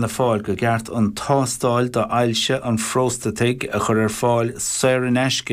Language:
Irish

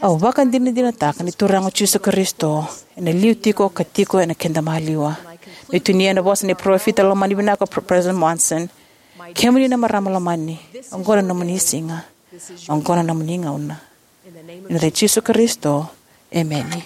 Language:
Fijian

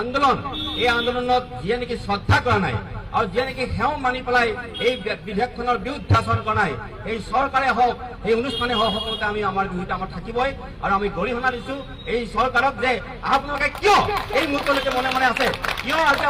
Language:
Assamese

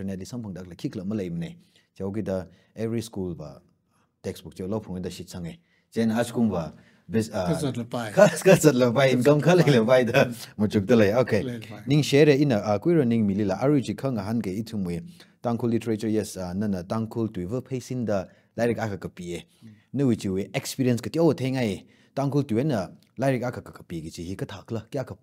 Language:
Tangkhul Naga (India)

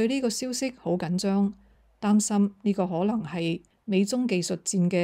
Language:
Cantonese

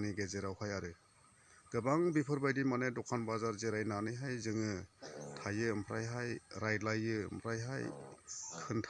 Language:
Bodo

